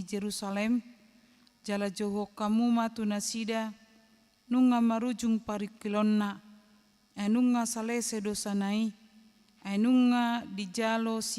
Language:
Batak Toba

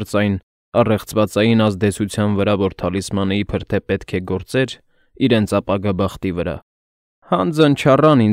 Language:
Armenian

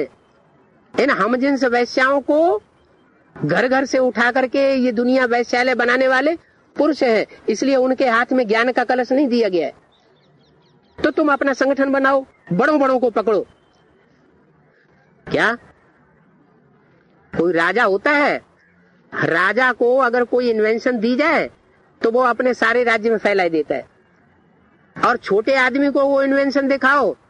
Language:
Hindi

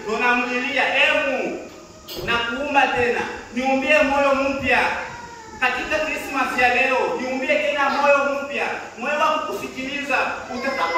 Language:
Swahili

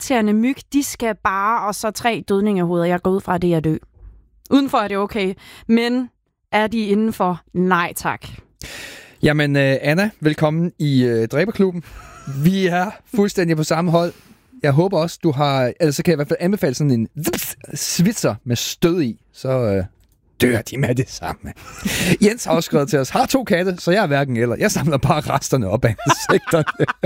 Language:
Danish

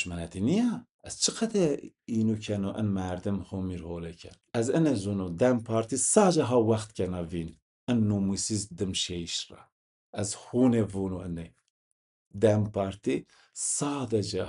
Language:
Zaza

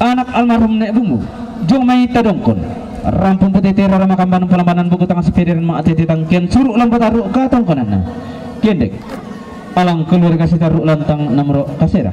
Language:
Toraja-Sa'dan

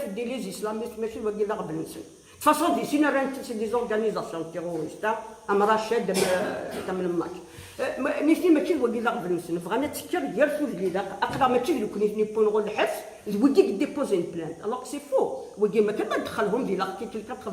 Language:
Kabyle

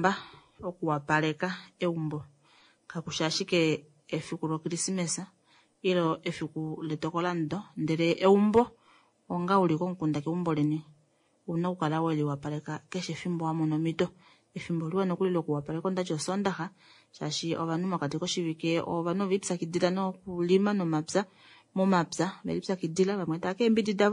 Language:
Kuanyama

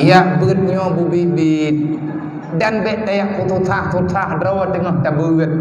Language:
Achinese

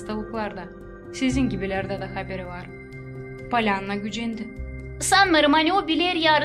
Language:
Gagauz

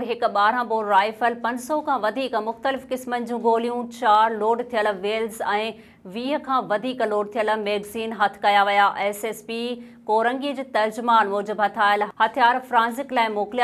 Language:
Sindhi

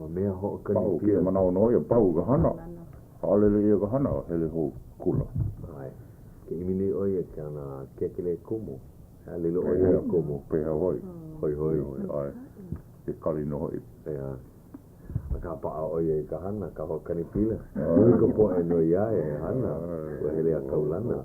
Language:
Hawaiian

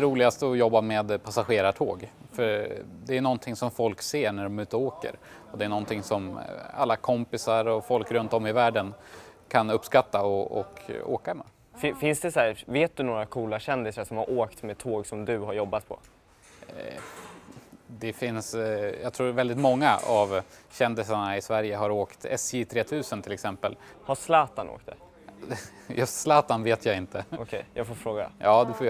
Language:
Swedish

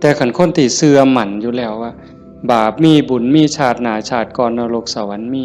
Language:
Northeastern Thai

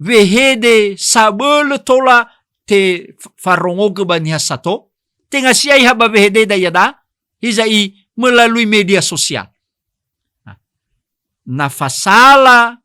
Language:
Nias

